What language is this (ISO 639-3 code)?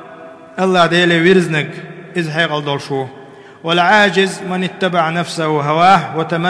che